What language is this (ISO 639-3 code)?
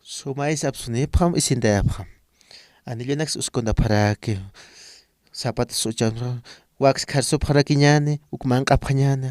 aym